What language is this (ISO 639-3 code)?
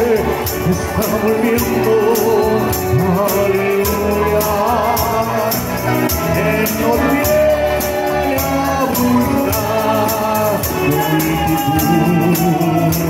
spa